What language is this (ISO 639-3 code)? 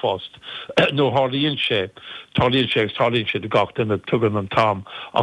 gle